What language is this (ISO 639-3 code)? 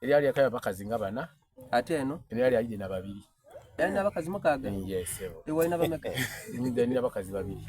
xog